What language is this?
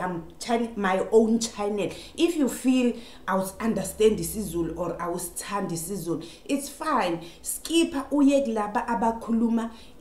Zulu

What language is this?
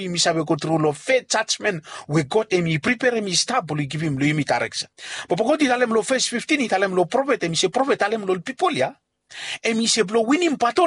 Bislama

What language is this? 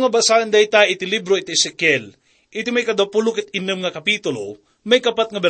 Iloko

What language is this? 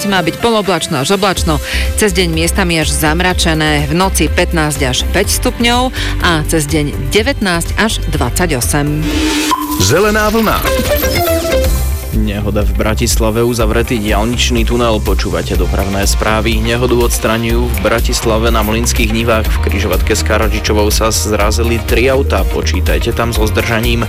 Slovak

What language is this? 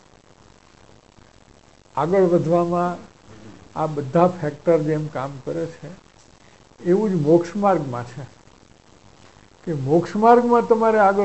Gujarati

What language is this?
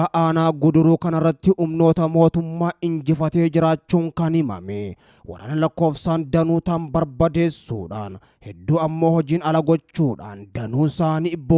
Oromo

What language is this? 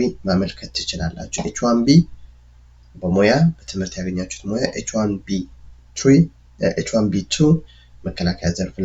Amharic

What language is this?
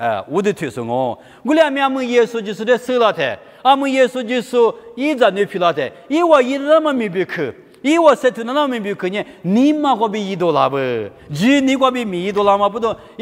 Lisu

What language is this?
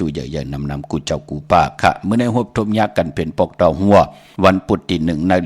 Shan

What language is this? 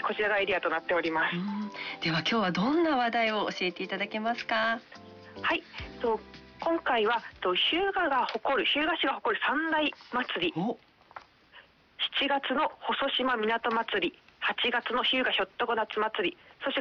Japanese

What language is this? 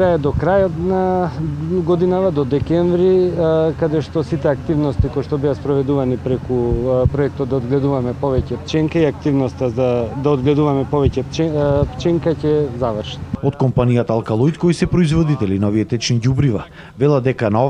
Macedonian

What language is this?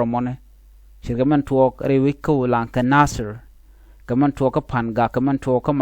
Nuer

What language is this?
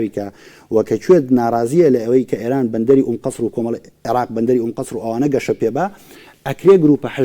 Central Kurdish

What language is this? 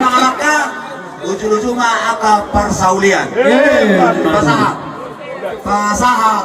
Batak Toba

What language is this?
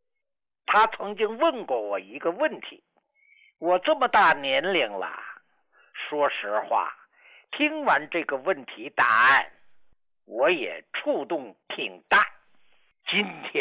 Chinese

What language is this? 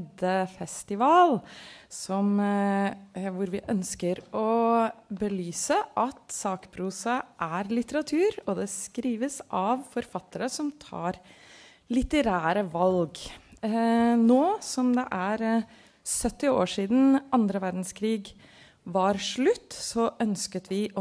Norwegian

